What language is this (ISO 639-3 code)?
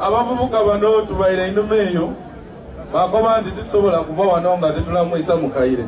lug